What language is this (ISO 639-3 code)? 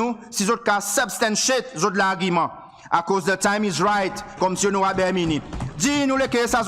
crs